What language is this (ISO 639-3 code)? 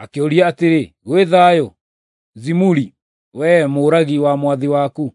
kik